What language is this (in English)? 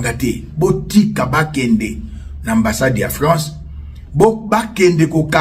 Lingala